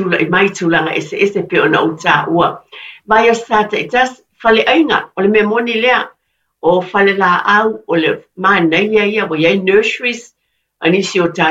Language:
Samoan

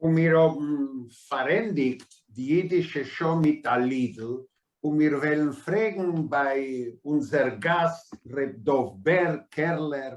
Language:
Yiddish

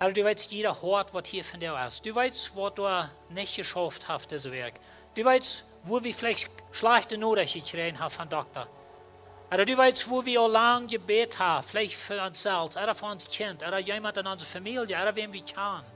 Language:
Plautdietsch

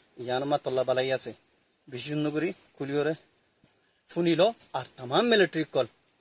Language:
Rohingya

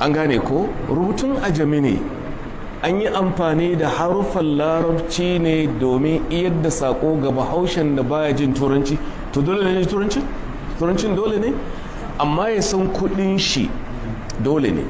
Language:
Hausa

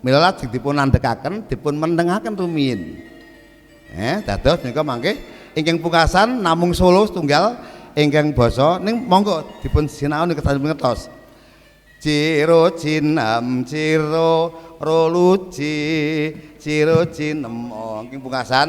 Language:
Javanese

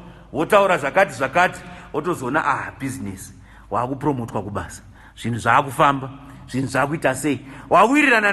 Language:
Shona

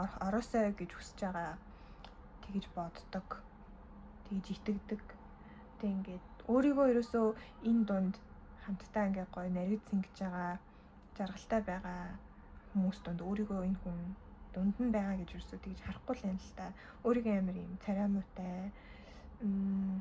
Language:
Mongolian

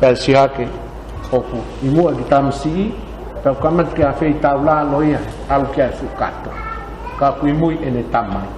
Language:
Tongan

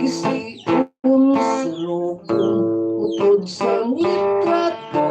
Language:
Hiligaynon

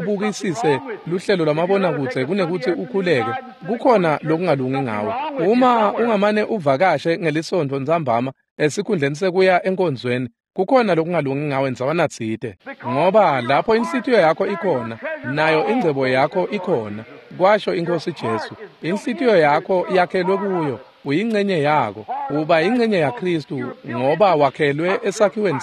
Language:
Swati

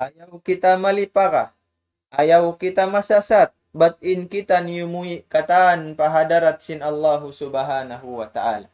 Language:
Tausug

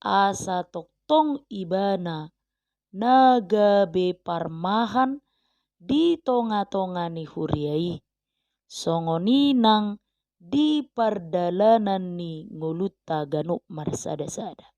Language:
Batak Toba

